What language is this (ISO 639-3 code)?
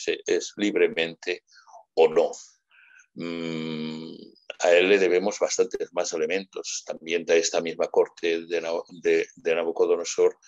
spa